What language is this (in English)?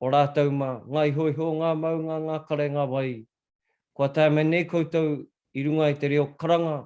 Māori